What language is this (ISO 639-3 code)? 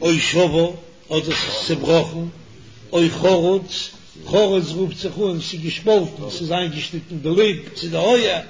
yid